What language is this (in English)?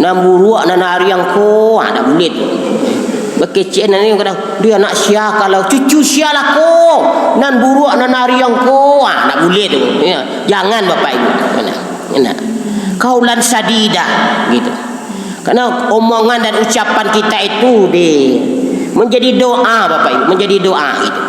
Minangkabau